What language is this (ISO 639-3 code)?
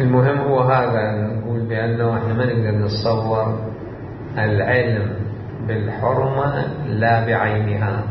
acm